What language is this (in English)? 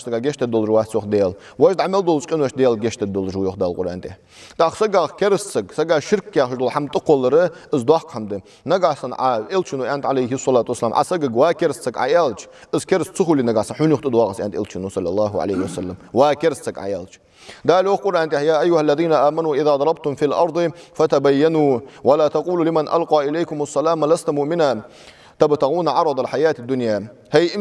Ingush